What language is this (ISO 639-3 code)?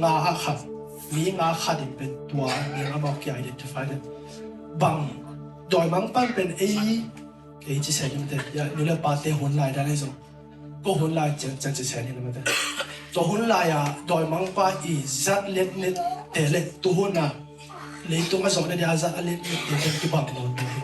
ctd